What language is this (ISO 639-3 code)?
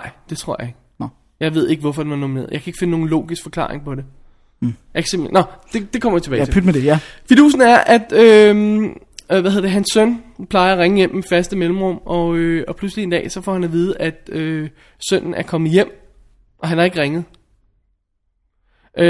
dan